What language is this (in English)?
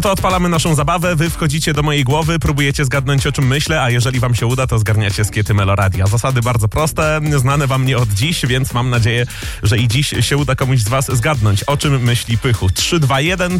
Polish